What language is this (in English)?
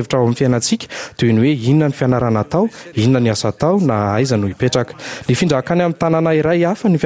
Malagasy